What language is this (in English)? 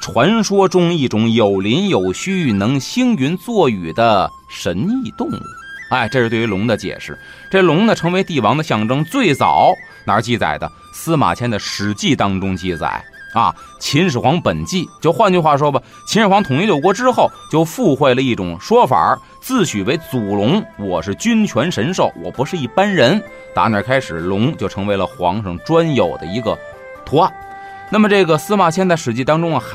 Chinese